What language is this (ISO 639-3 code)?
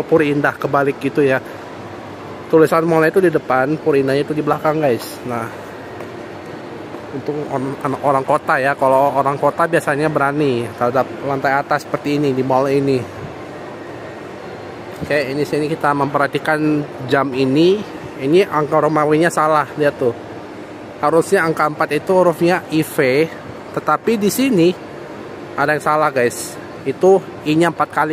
ind